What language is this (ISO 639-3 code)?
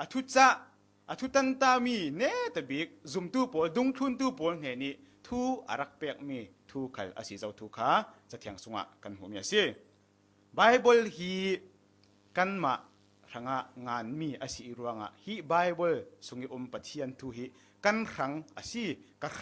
cfm